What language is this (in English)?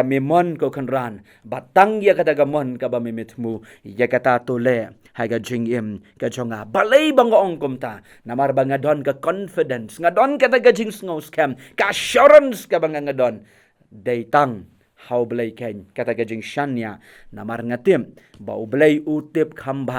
Khasi